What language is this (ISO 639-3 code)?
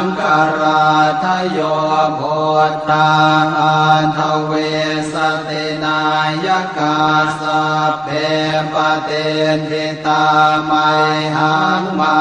pli